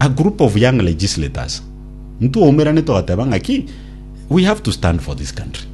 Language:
Gusii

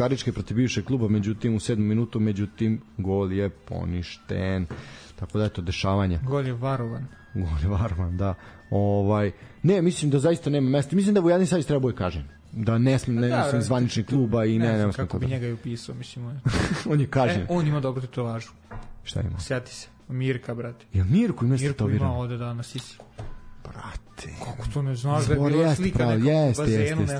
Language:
Serbian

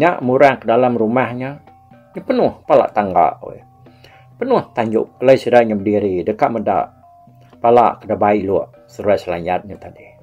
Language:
Iban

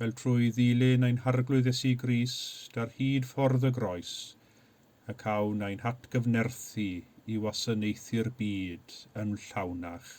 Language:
Welsh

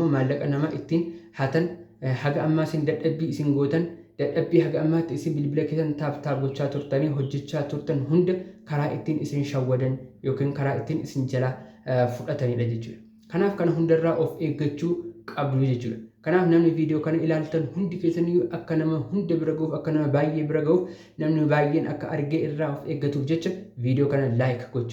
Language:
Oromo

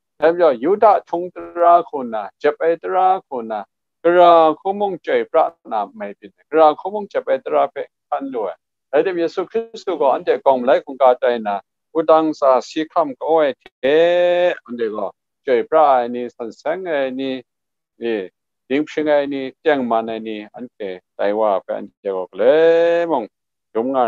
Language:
Kachin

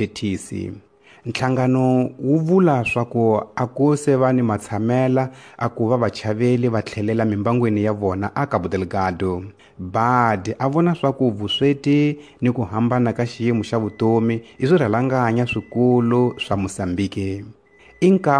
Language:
Tsonga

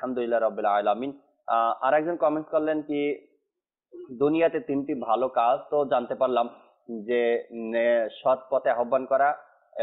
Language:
Bangla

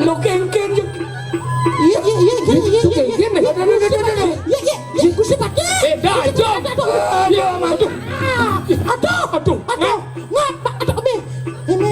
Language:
Balinese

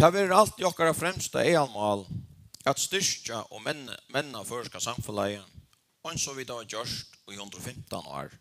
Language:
Faroese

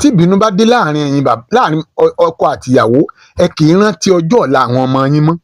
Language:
Yoruba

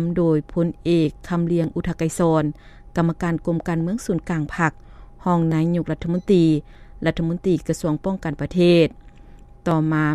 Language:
Lao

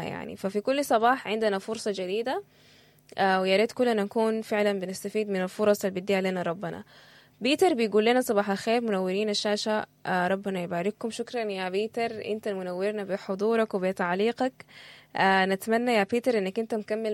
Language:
Sudanese Arabic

